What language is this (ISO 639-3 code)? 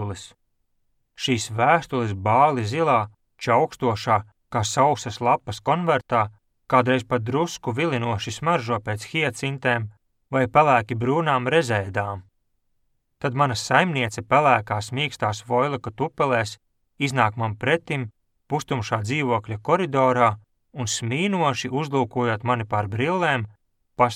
lav